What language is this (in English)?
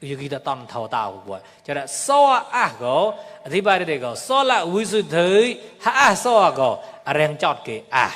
Mon